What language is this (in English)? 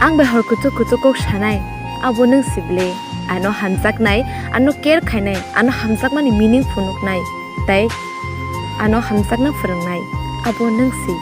Kok Borok